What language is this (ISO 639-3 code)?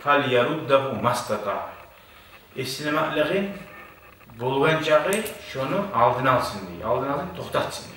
kum